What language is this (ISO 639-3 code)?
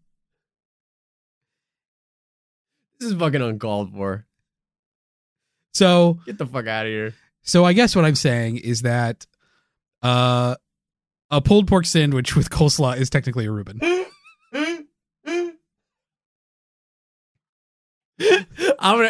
eng